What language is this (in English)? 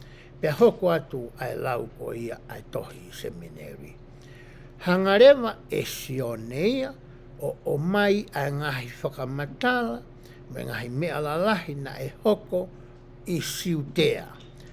Tongan